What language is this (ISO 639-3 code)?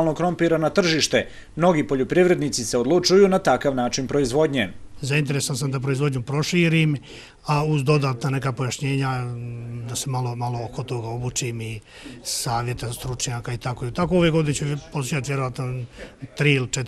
bos